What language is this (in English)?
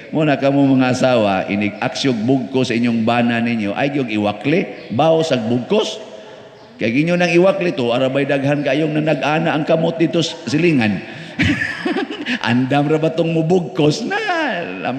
Cebuano